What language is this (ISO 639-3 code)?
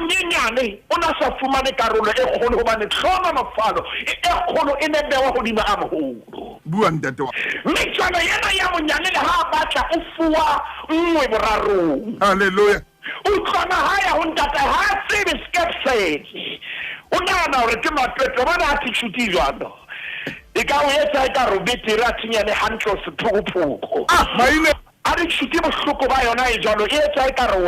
sot